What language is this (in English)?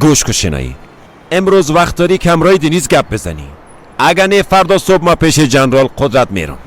Persian